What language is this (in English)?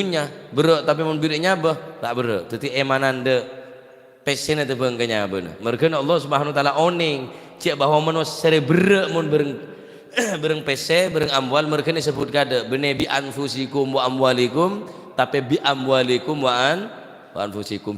Madurese